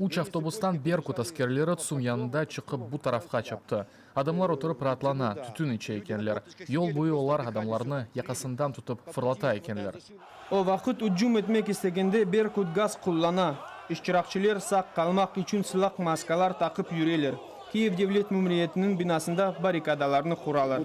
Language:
Crimean Tatar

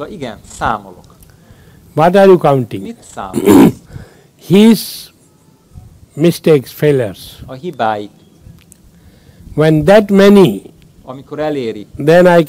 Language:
Hungarian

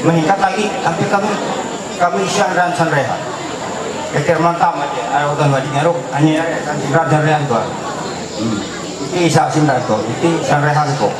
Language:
Ma'anyan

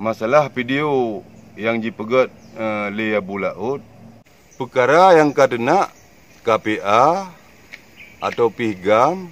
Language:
Achinese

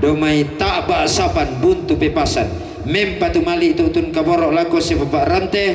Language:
Toraja-Sa'dan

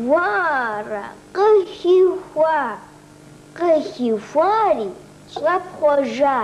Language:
Kabardian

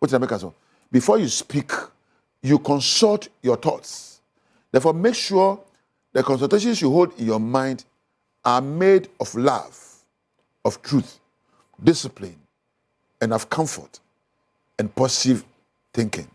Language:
Akan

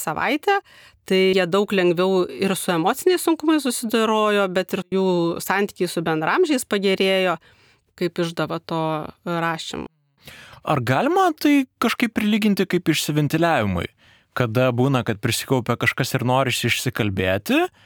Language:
Lithuanian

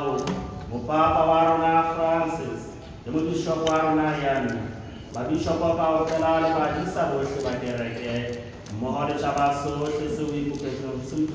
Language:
Southern Sotho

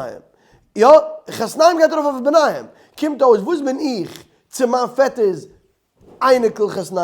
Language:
Yiddish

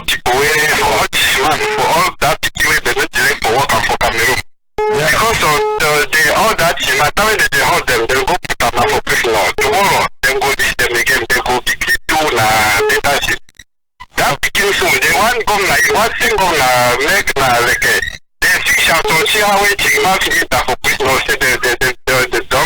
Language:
Cameroon Pidgin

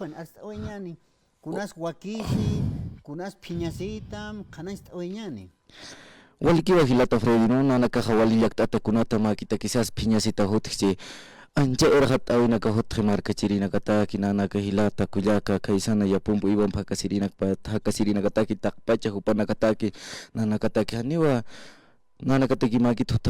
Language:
Aymara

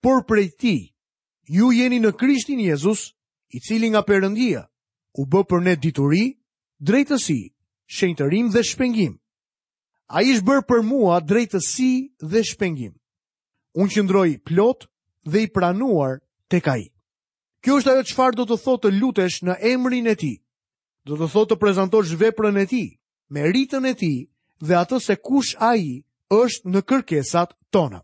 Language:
Albanian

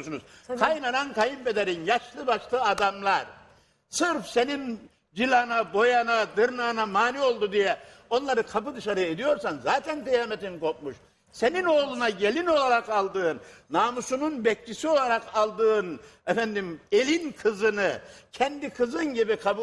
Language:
Turkish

